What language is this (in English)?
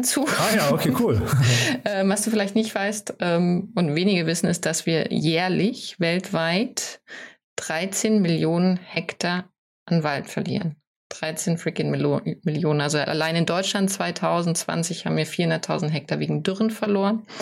German